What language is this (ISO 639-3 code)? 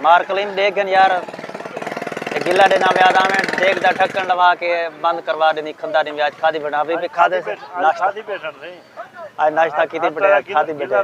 skr